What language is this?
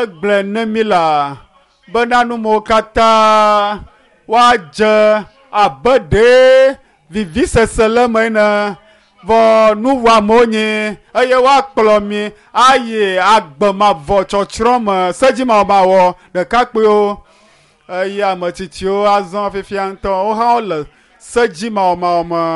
Ewe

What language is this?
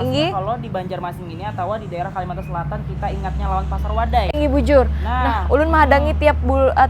Banjar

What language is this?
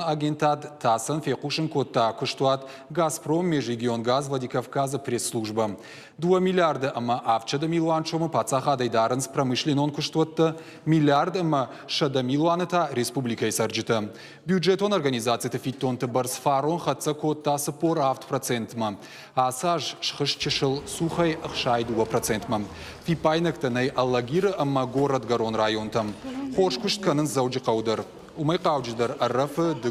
Ossetic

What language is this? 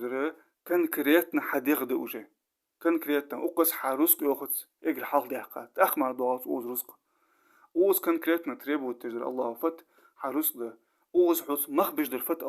Ingush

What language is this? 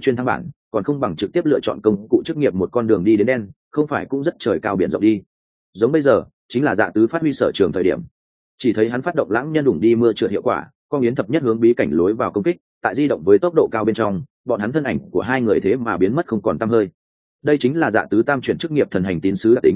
Vietnamese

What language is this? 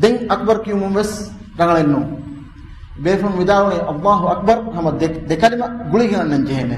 Divehi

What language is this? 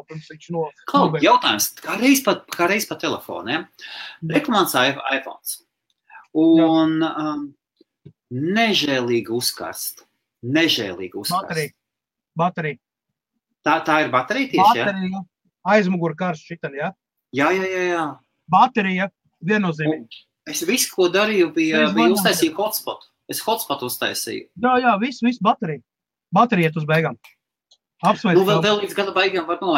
Latvian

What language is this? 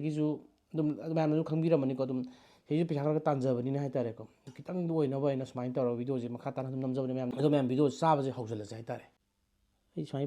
Manipuri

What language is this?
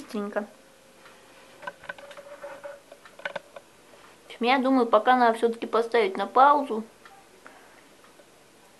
Russian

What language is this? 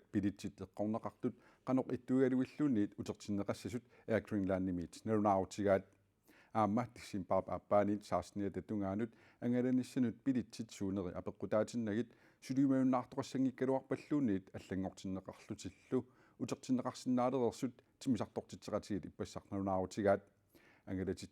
Kalaallisut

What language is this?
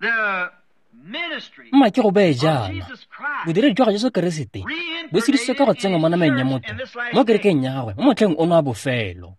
Tswana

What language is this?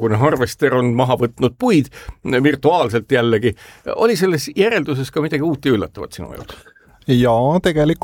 Estonian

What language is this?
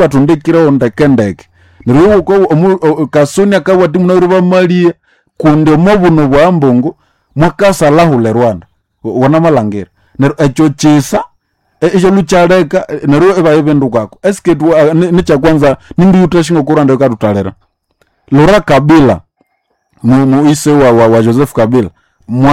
Nande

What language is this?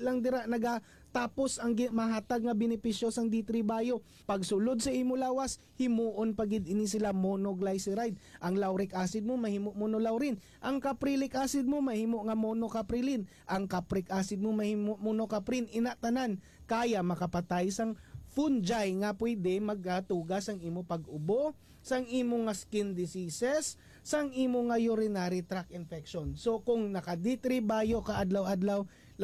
Hiligaynon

